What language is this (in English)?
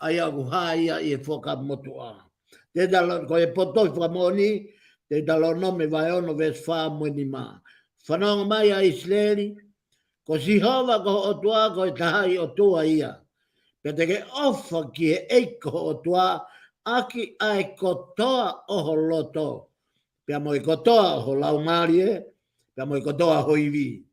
Tongan